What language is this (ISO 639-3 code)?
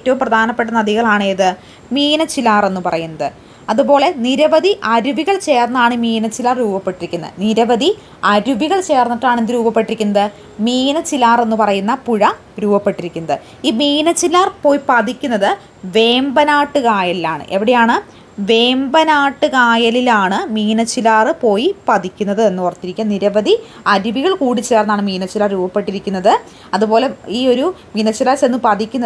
mal